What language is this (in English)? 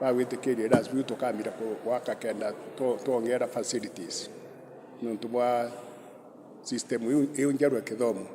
Meru